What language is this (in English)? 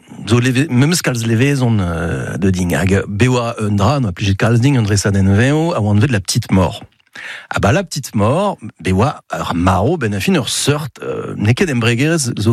Breton